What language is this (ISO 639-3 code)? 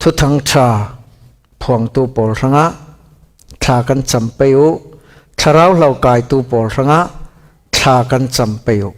cfm